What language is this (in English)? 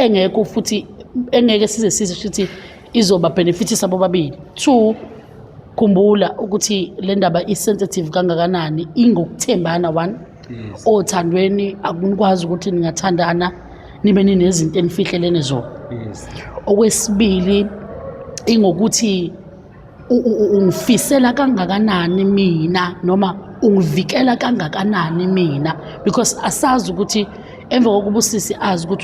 Zulu